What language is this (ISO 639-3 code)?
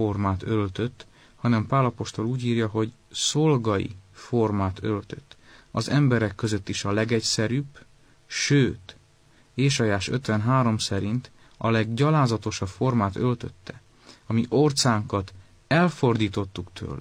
hun